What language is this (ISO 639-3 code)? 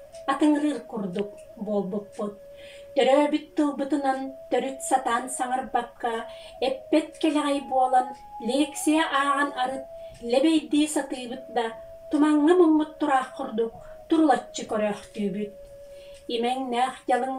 sah